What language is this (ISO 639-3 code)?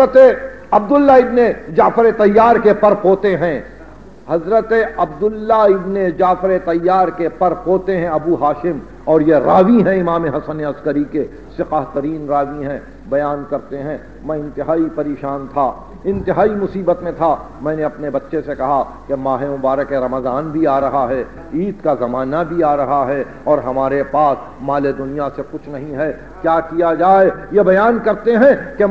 urd